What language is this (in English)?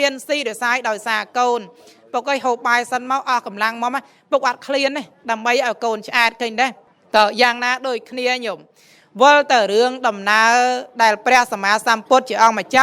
Khmer